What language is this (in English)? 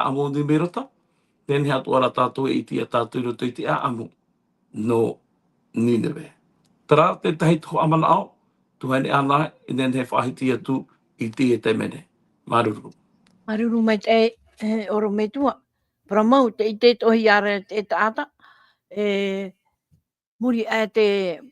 Tahitian